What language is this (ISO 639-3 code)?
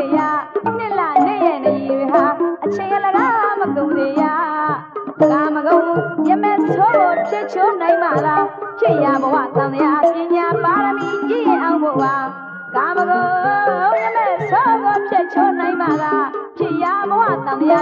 mya